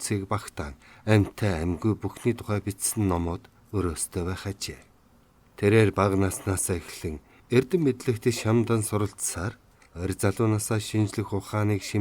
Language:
Mongolian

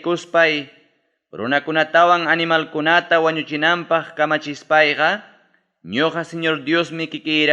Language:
Ayacucho Quechua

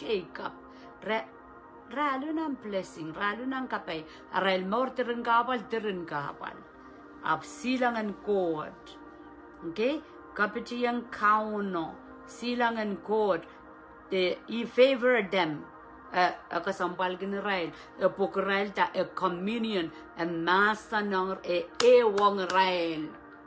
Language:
Pohnpeian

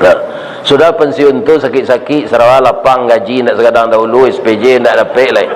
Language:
Minangkabau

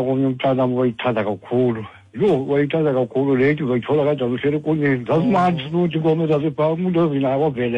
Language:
Xhosa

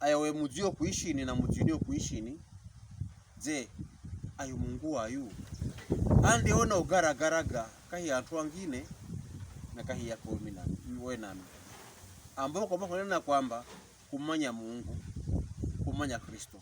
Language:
Pokomo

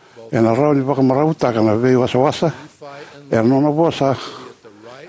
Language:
Fijian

